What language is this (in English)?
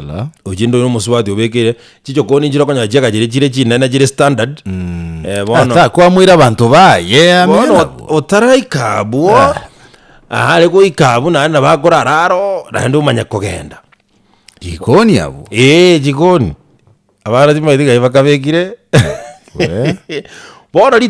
Gusii